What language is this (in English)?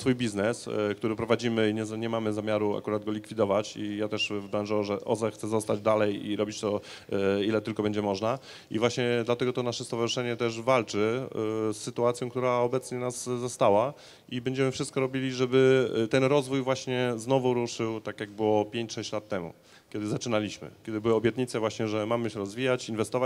Polish